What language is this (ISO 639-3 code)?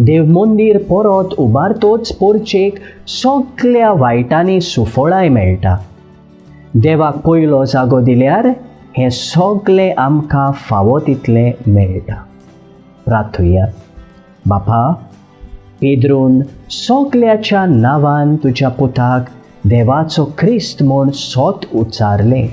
kok